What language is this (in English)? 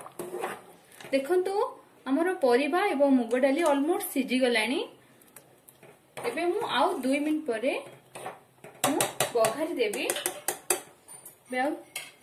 Odia